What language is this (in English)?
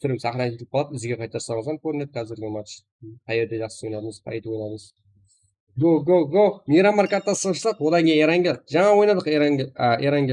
Kara-Kalpak